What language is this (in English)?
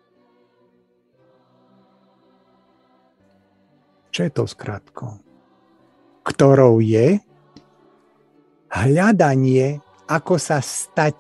Slovak